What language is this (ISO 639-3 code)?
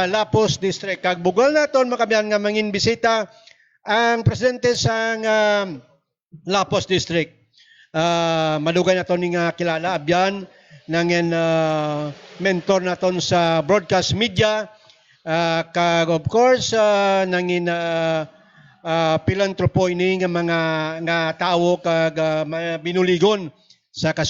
hil